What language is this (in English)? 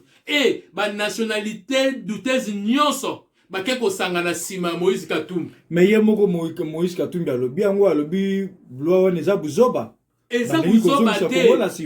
Lingala